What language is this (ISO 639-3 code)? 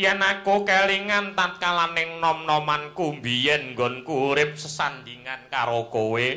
jav